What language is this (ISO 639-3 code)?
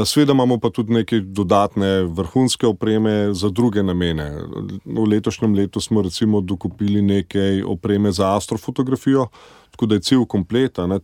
slv